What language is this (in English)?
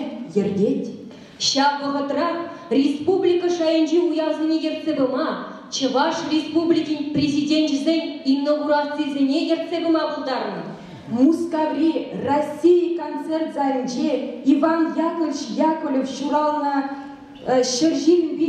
Chuvash